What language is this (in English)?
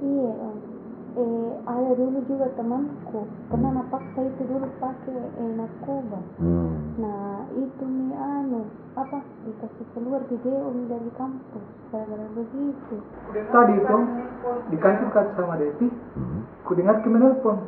Makassar Malay